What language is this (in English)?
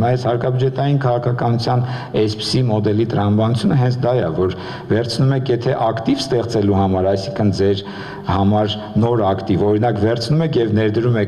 Armenian